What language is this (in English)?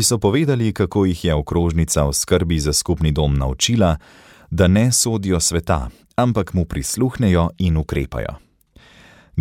Slovenian